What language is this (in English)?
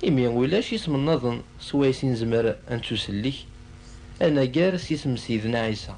Kabyle